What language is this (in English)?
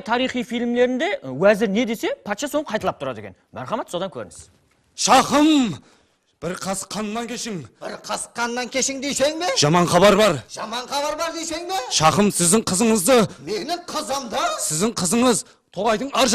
Kara-Kalpak